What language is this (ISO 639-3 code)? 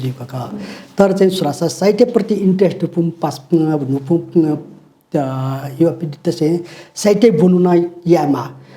new